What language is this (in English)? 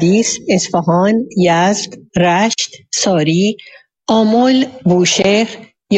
Persian